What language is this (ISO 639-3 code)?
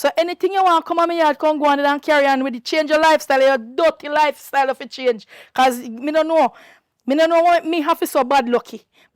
jam